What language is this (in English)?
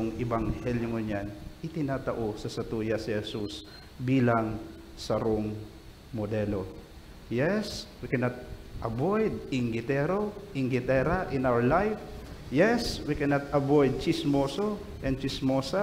Bikol